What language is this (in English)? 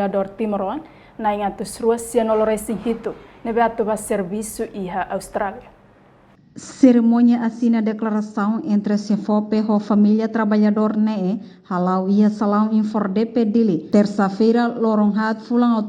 Tetum